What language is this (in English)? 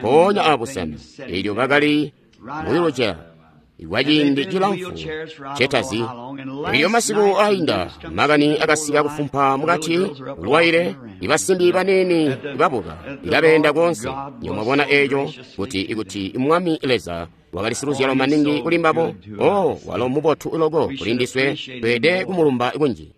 Tonga (Zambia)